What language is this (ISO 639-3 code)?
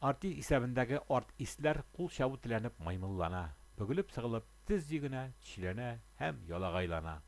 tat